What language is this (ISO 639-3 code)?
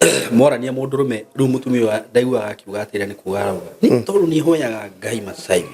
kik